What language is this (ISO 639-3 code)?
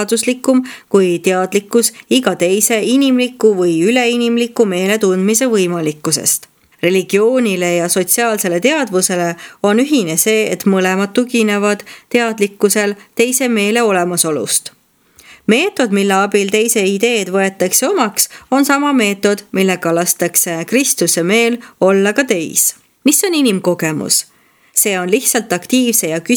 est